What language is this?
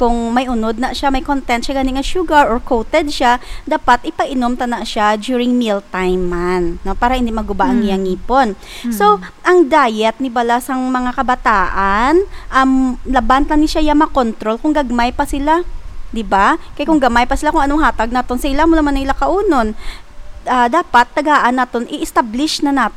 Hiligaynon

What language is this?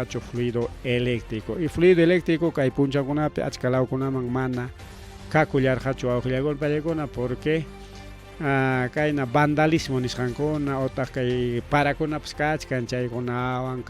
Ayacucho Quechua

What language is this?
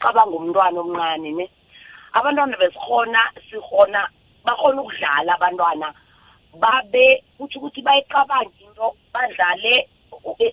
South Ndebele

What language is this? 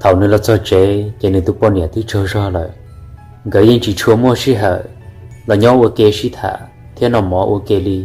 Hmong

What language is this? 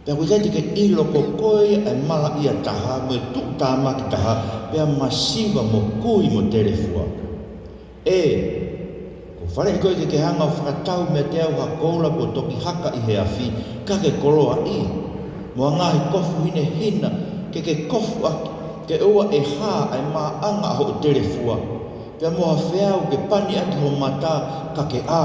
Tongan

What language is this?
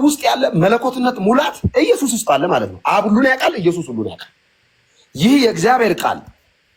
Amharic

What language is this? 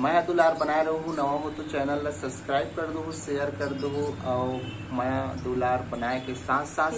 Chhattisgarhi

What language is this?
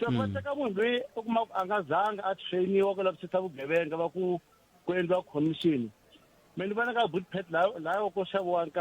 Tsonga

